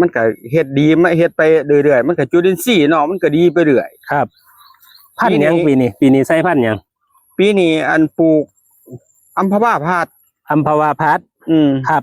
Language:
Northeastern Thai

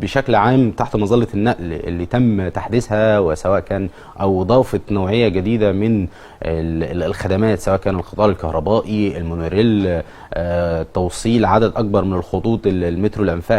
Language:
Egyptian Arabic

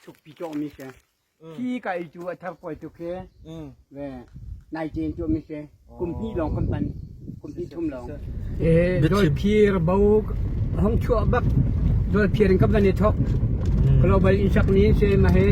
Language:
Hakha Chin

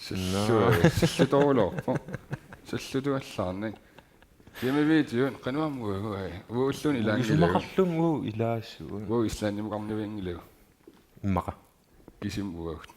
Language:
Kalaallisut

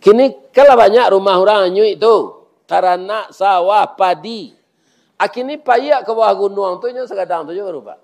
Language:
Minangkabau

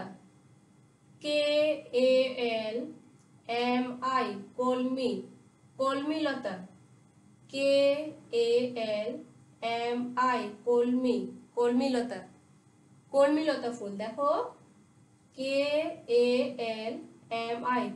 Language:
Bangla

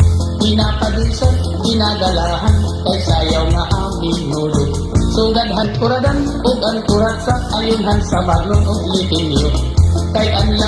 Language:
Waray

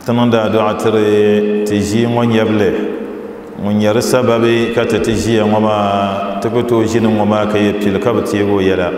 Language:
Dagbani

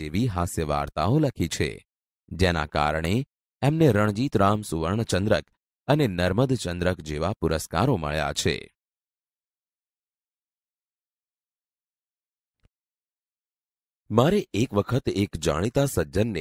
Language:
Gujarati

